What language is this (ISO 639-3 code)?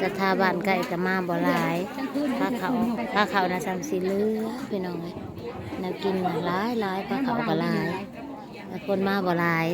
tts